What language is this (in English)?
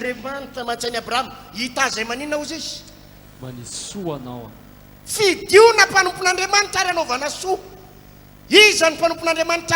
Malagasy